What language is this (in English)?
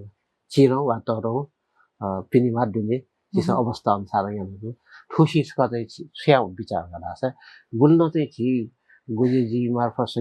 Newari